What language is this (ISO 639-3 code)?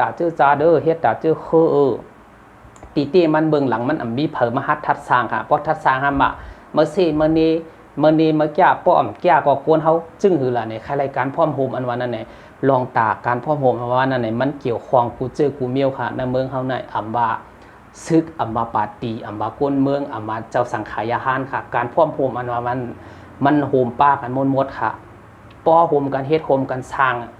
shn